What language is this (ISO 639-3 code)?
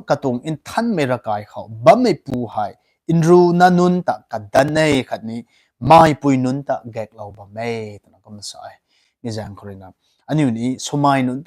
nbu